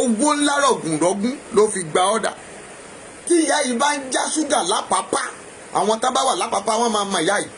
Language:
Yoruba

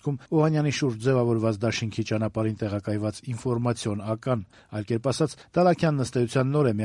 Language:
Armenian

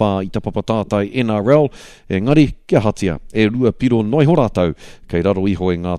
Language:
Māori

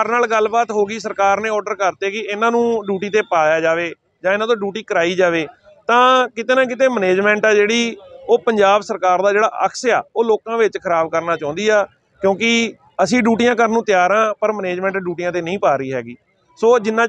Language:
Punjabi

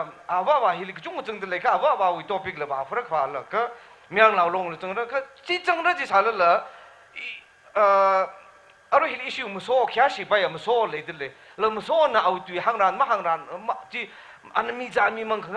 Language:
Tangkhul Naga (India)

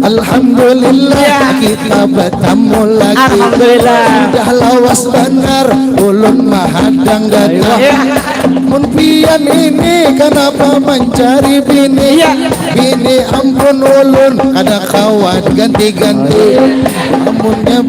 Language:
Banjar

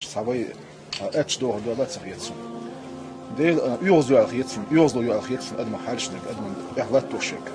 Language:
Chechen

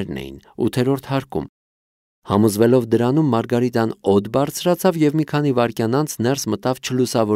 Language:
Armenian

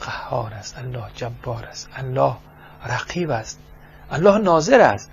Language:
Persian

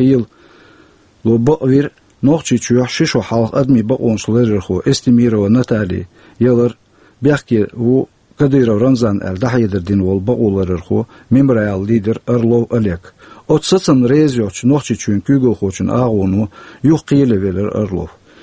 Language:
Chechen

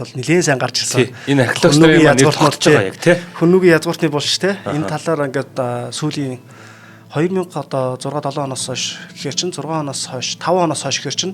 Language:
Mongolian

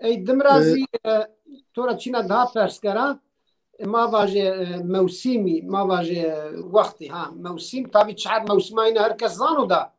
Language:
Zaza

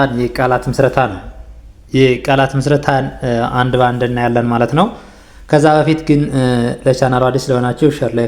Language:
Amharic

